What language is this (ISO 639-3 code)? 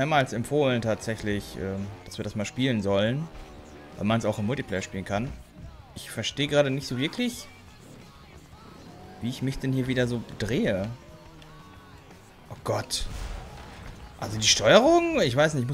deu